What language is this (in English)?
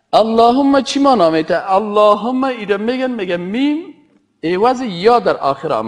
Persian